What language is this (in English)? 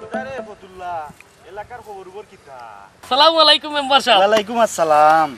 Sylheti